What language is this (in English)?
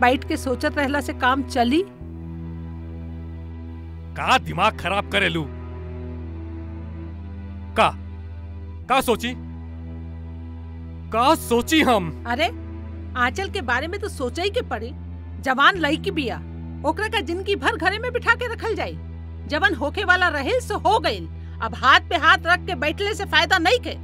Bhojpuri